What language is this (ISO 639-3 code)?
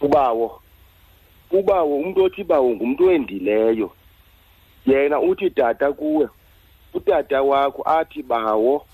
xho